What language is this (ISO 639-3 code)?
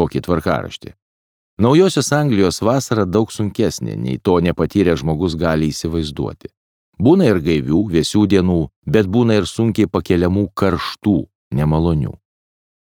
lit